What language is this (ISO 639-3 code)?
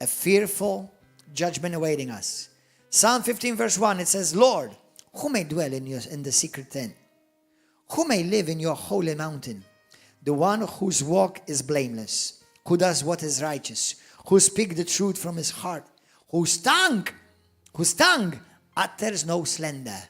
eng